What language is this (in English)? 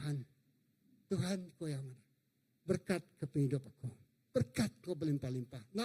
Iban